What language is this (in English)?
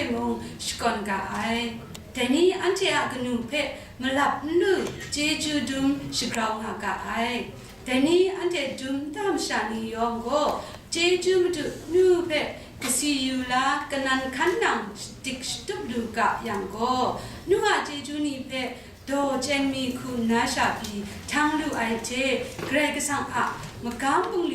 Kachin